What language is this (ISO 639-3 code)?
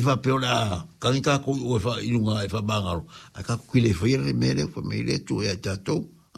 smo